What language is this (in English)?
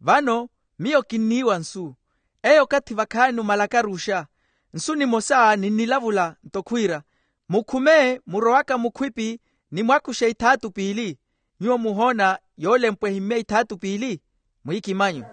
Makhuwa